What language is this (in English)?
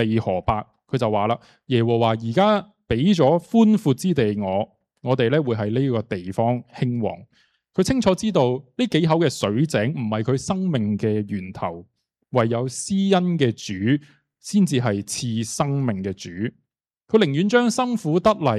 Cantonese